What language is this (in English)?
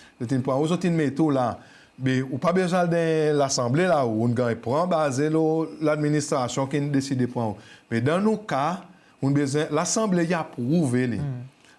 Seselwa Creole French